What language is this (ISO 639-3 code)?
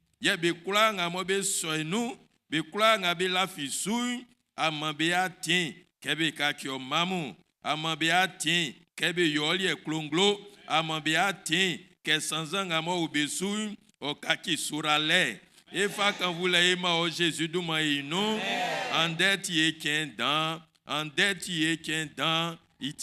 bci